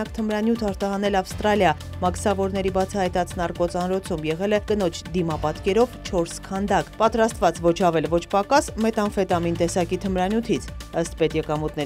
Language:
Armenian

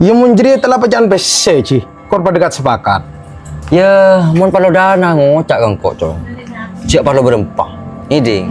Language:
Madurese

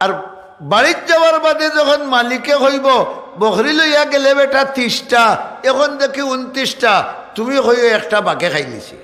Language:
Sylheti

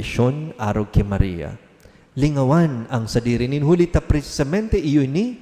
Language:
Bikol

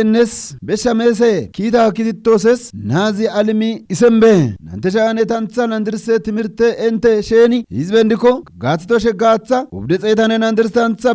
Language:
Kafa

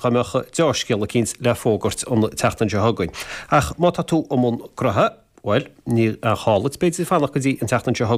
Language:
Irish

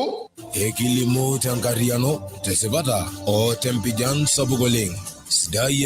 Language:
Masai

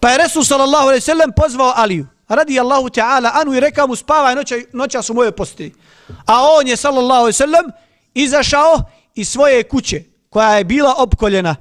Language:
Bosnian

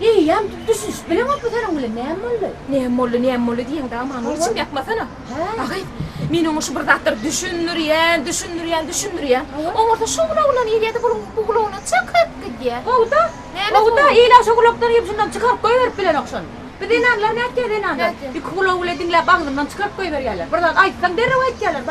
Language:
Turkmen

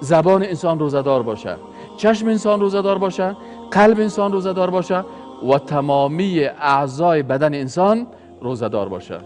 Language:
Persian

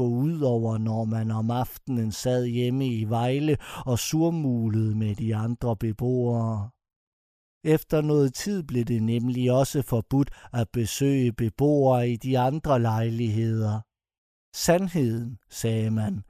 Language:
Danish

